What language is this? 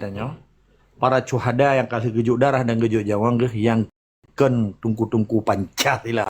Achinese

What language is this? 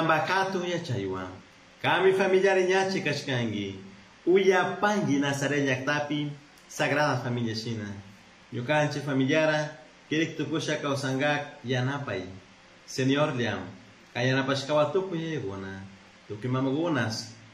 Chimborazo Highland Quichua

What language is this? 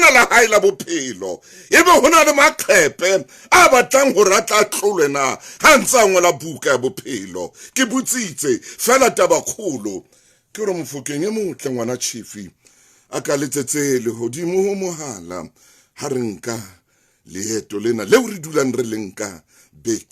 Southern Sotho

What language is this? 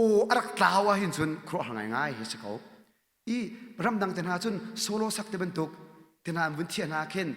Hakha Chin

